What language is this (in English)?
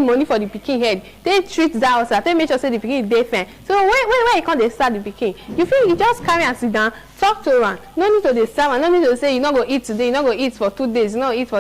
Nigerian Pidgin